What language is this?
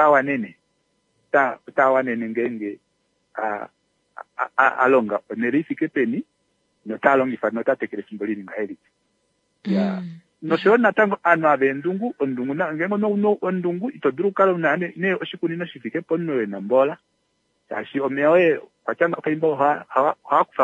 Kuanyama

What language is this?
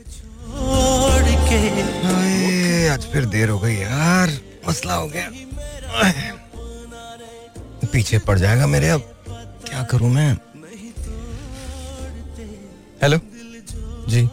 Hindi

